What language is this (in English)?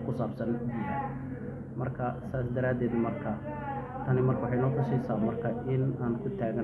Somali